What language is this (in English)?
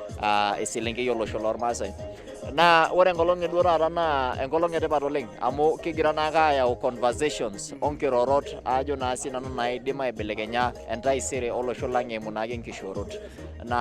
Masai